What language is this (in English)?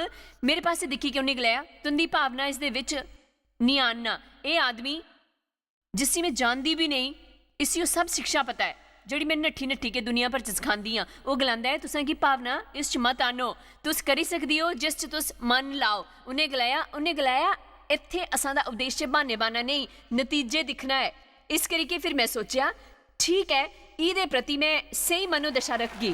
Dogri